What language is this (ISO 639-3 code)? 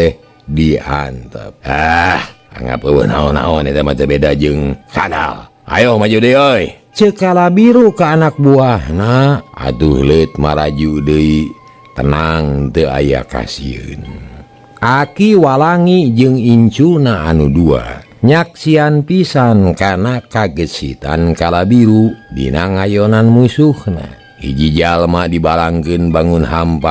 sun